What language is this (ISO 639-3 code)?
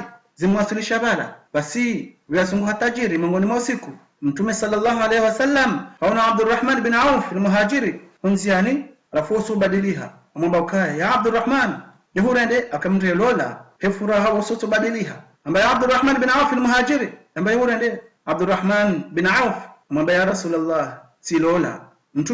zdj